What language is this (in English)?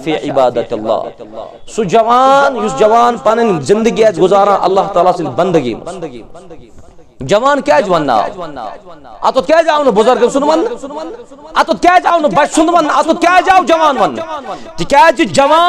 Kashmiri